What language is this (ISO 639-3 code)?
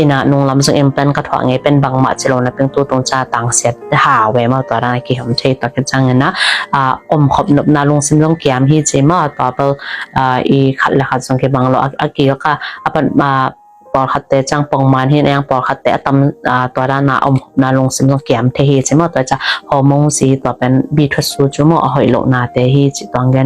ctd